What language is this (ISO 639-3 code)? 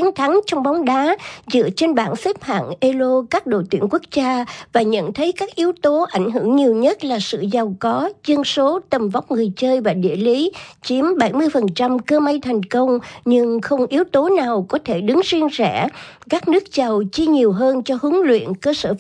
vie